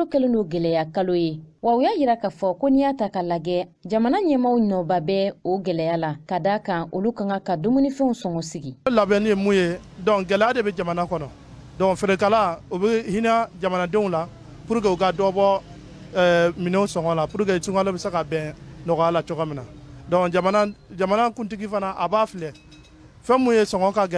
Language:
Bambara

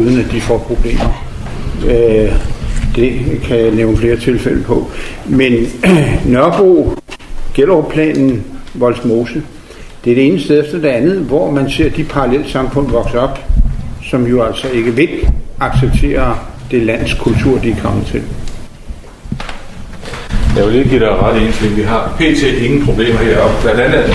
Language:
Danish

